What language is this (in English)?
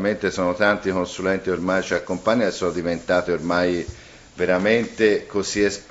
Italian